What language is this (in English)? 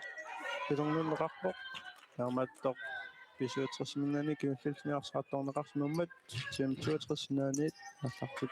Kalaallisut